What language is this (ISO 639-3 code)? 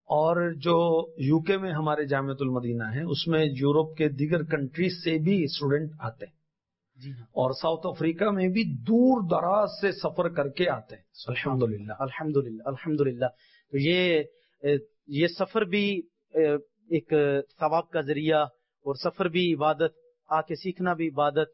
urd